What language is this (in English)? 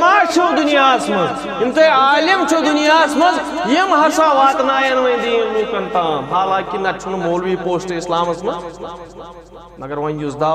Kashmiri